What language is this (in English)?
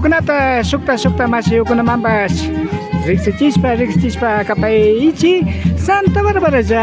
Imbabura Highland Quichua